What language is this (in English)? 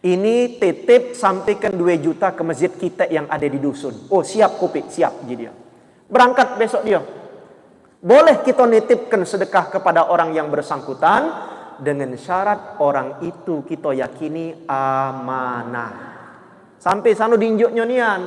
Musi